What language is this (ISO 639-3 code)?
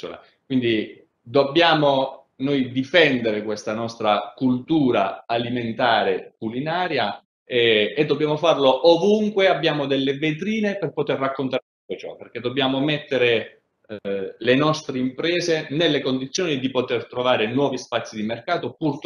ita